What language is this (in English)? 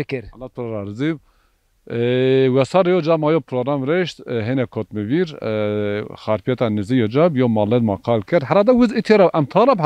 Zaza